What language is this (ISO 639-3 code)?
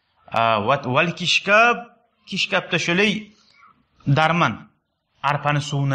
kum